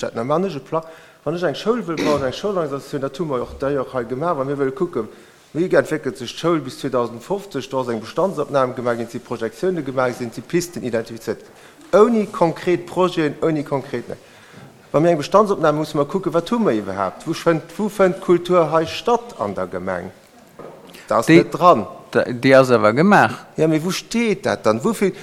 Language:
Luxembourgish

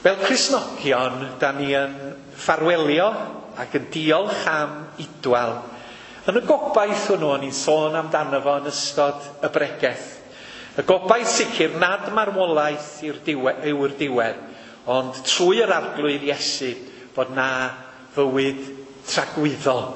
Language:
Welsh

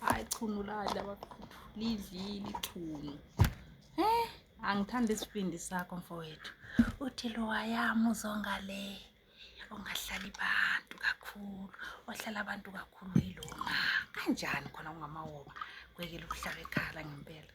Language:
Zulu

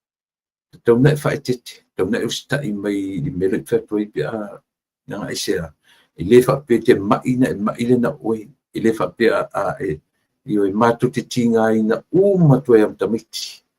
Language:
Samoan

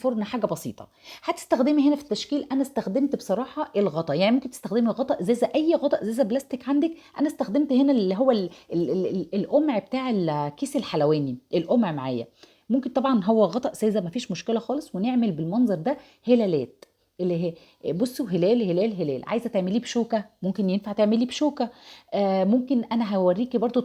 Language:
Egyptian Arabic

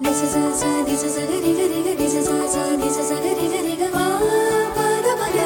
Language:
Telugu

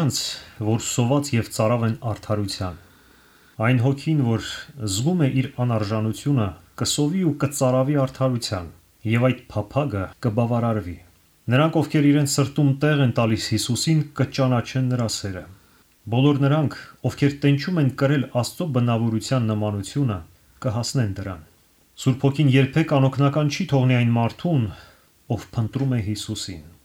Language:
Armenian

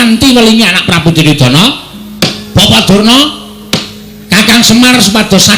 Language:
Javanese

